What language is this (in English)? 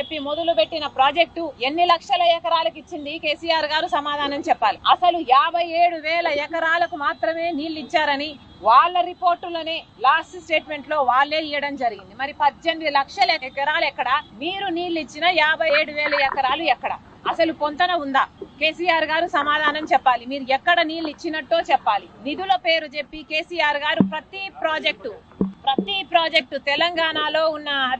Telugu